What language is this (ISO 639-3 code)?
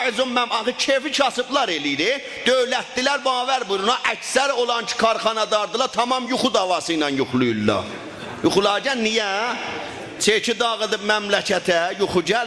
azb